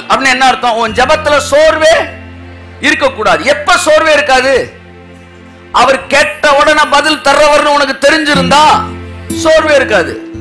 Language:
Tamil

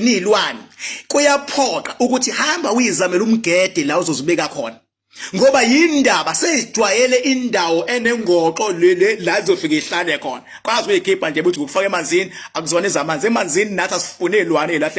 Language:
Zulu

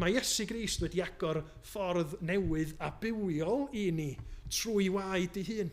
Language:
Welsh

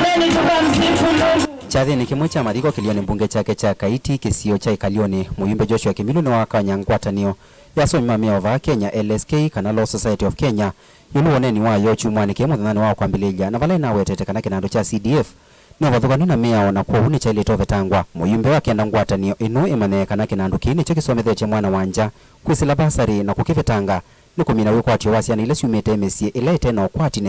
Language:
Kamba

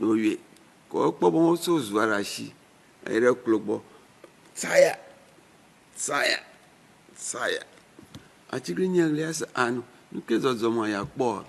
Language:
Ewe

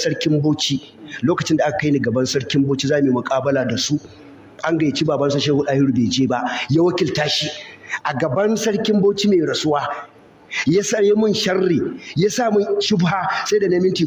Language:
Hausa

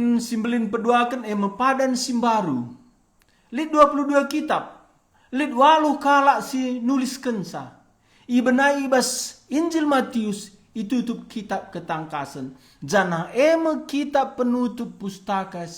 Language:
Batak Karo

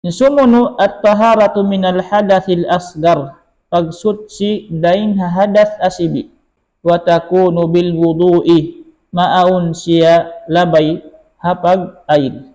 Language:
Tausug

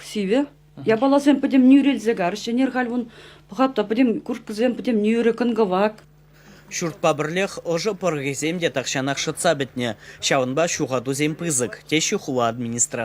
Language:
Chuvash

